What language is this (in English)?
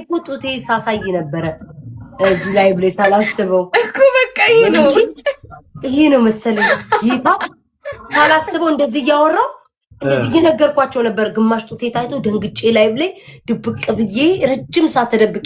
Amharic